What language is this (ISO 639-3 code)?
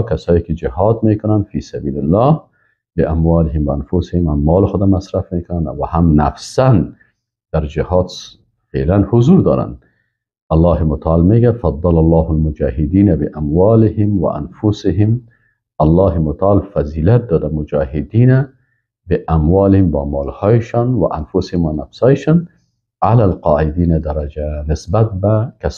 fas